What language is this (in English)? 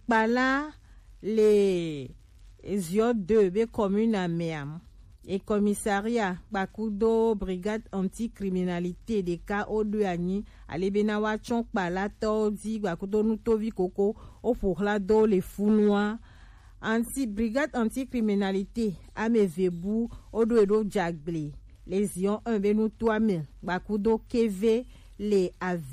Gen